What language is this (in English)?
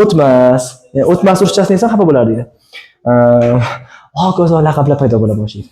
Uzbek